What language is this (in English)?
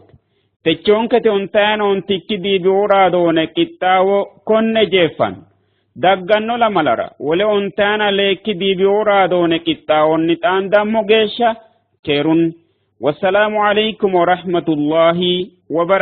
Sidamo